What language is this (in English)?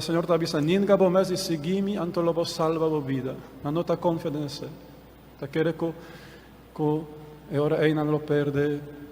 Papiamento